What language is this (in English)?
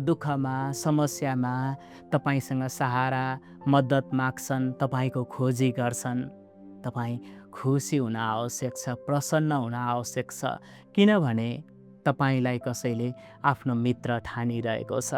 Nepali